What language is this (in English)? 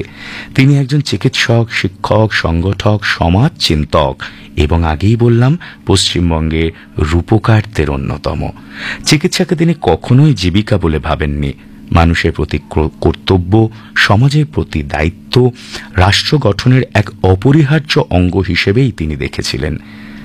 Bangla